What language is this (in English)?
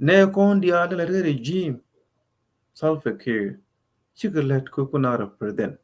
Nuer